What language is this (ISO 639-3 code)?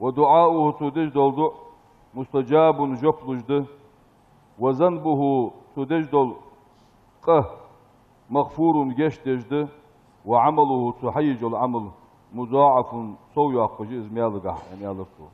inh